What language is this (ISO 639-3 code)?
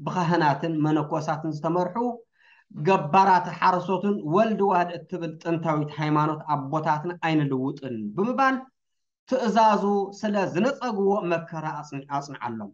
tir